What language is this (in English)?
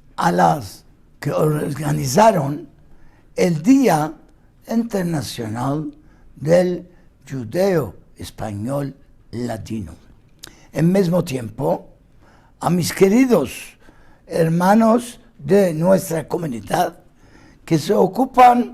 Ladino